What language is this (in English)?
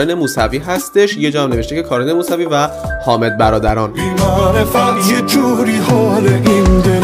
Persian